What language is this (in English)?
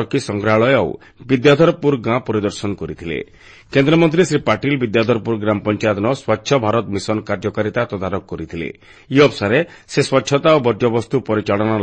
Odia